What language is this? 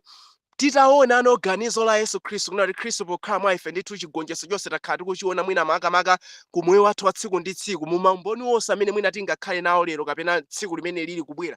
Nyanja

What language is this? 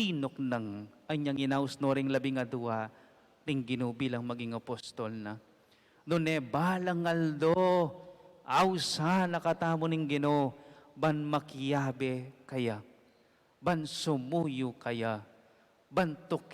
Pampanga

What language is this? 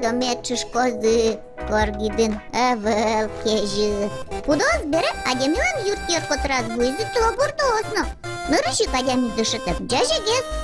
Udmurt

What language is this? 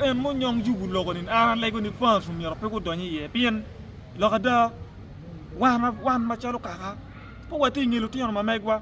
Acoli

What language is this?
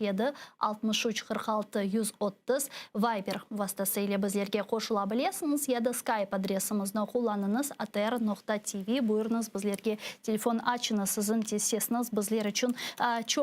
Crimean Tatar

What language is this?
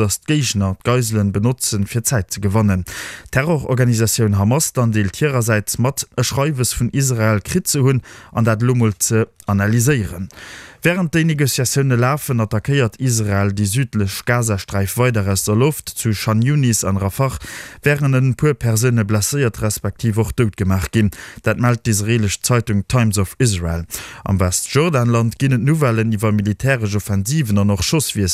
Luxembourgish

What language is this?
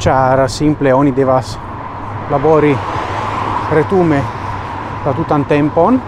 Esperanto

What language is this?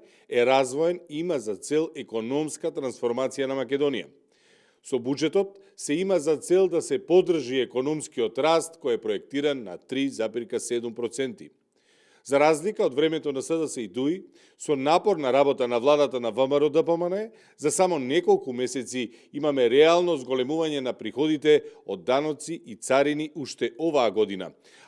Macedonian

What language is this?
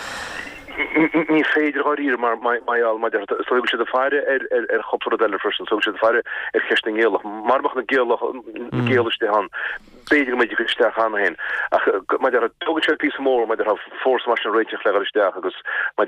Irish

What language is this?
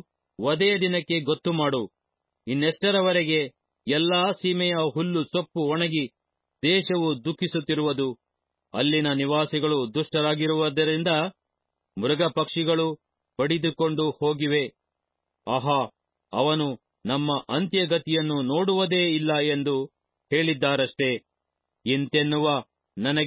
Kannada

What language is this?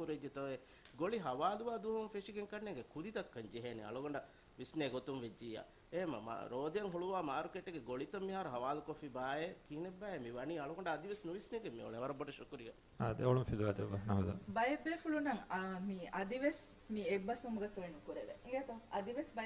Divehi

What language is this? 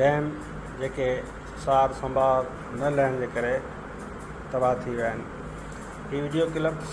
Sindhi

